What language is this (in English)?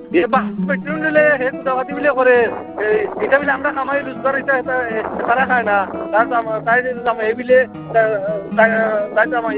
Bangla